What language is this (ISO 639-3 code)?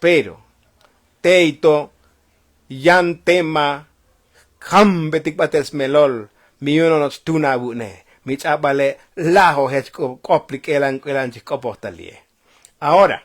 tzo